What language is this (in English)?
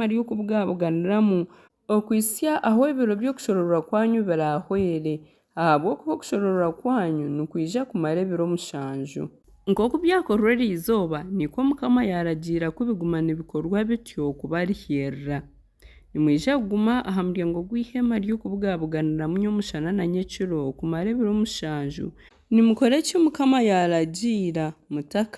Nyankole